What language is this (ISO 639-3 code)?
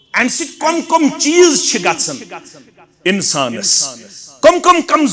kas